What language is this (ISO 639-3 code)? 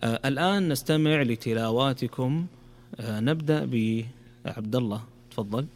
ars